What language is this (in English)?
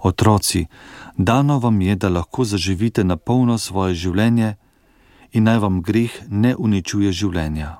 Slovenian